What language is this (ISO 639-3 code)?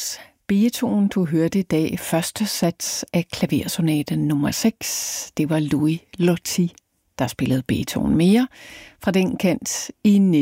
dan